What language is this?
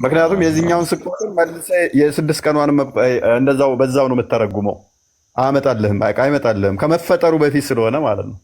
Amharic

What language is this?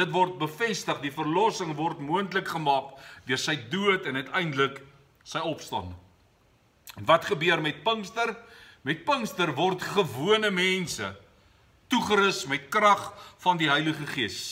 Afrikaans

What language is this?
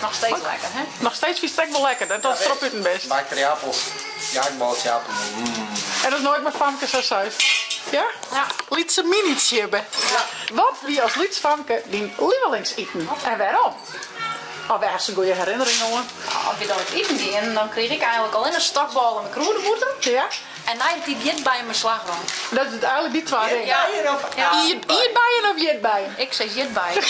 Western Frisian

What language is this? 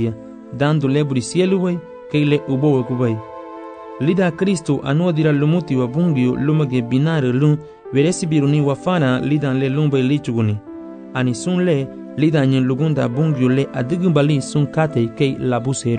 Garifuna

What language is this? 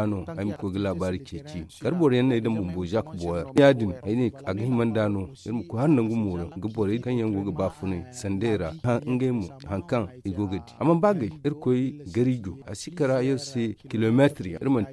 Zarma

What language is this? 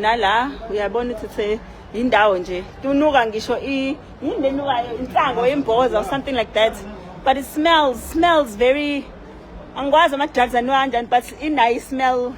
Zulu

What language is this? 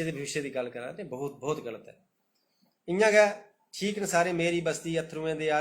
Dogri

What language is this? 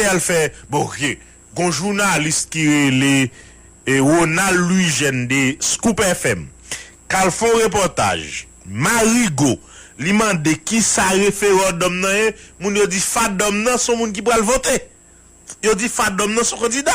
Haitian Creole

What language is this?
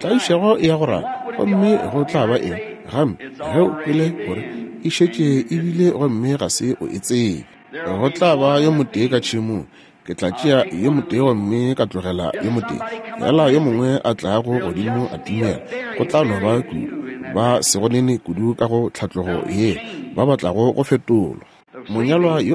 Northern Sotho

